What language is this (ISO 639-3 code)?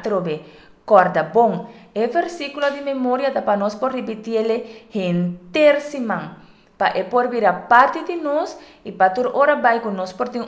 pap